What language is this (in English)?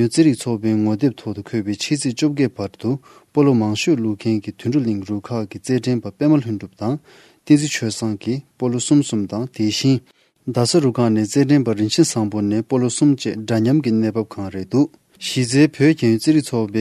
Tibetan